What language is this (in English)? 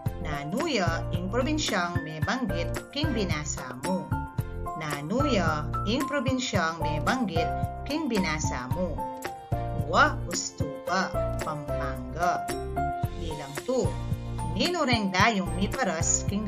Pampanga